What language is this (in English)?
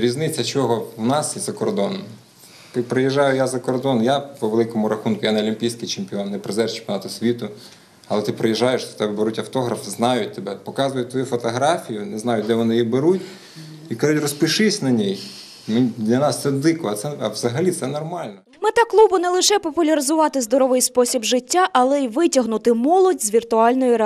Ukrainian